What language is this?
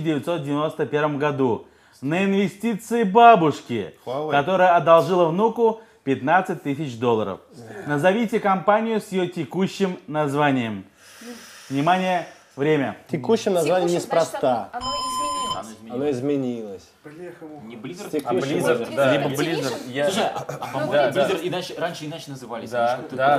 Russian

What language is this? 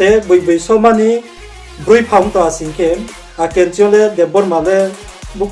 Riang (India)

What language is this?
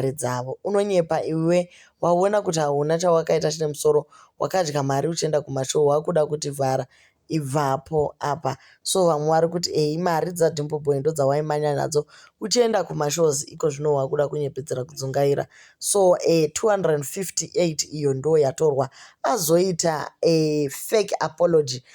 Shona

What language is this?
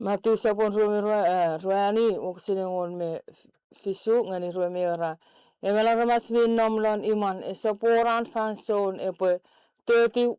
Chuukese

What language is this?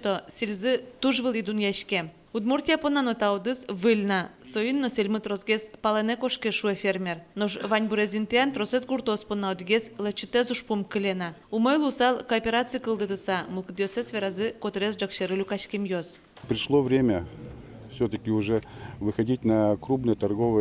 Udmurt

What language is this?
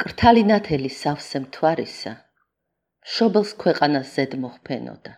Georgian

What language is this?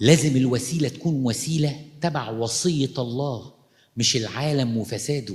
Egyptian Arabic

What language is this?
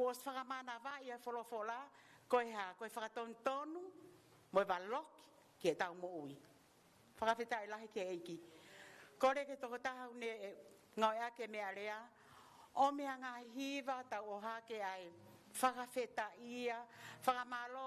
Tongan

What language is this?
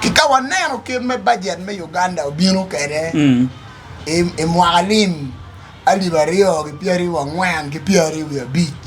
Acoli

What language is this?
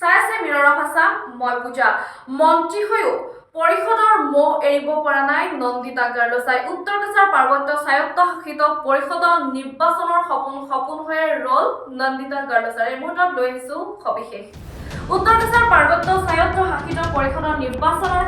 Assamese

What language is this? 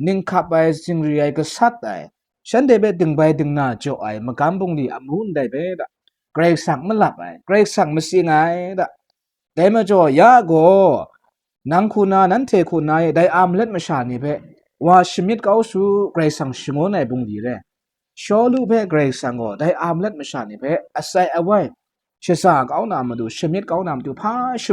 Kachin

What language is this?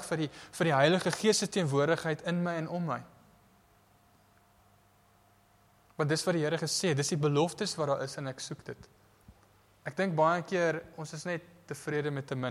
Afrikaans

